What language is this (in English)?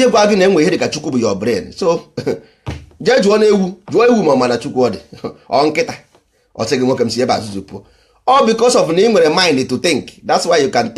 Igbo